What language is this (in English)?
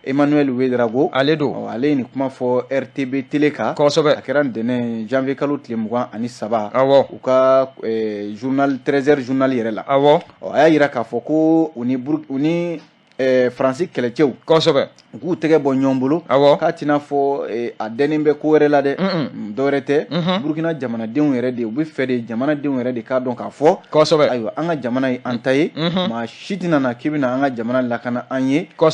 Bambara